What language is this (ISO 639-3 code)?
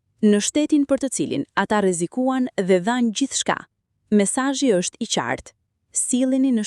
sqi